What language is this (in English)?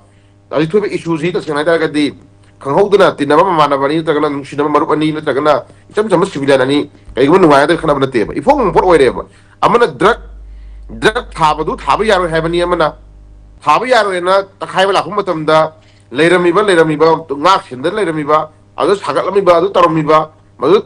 Manipuri